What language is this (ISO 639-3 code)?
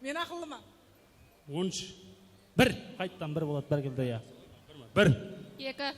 kaa